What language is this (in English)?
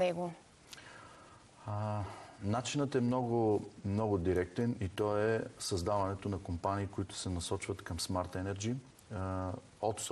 Bulgarian